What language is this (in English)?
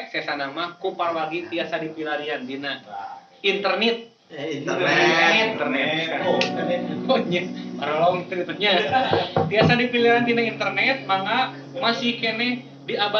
Sundanese